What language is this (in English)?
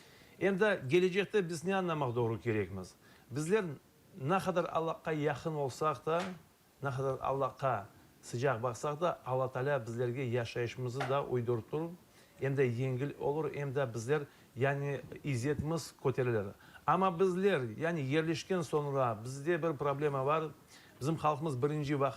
Crimean Tatar